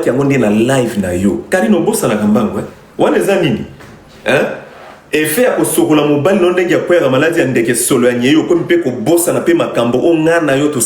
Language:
Lingala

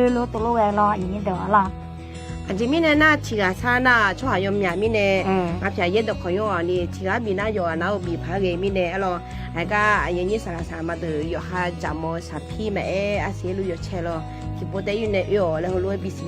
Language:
Akha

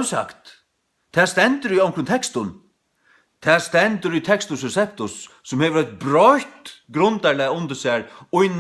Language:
Faroese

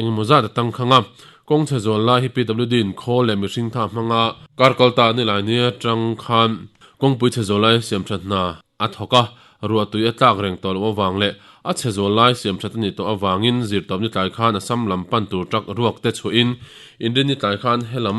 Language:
Mizo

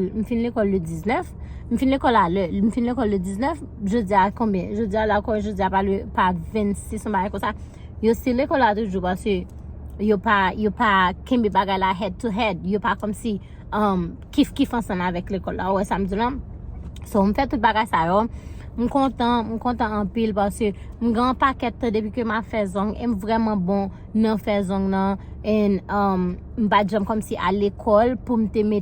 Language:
Haitian Creole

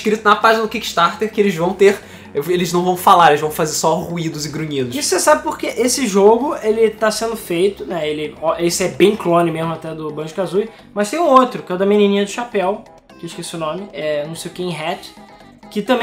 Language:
Portuguese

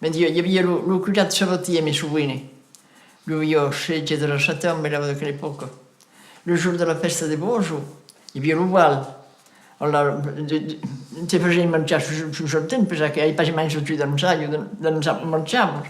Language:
Occitan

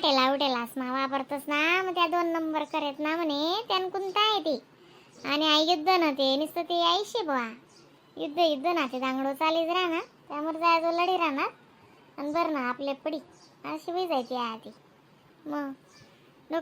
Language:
Khandesi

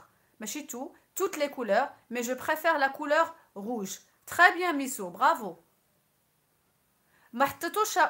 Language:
Moroccan Arabic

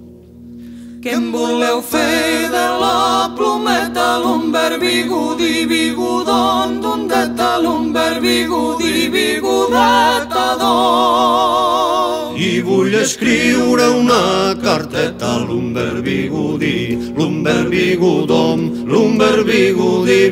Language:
Catalan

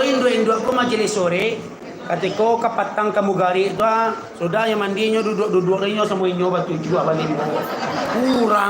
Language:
Minangkabau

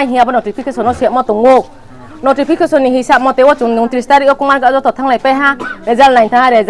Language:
Riang (India)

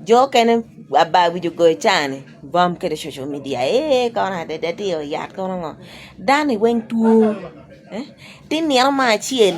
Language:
Acoli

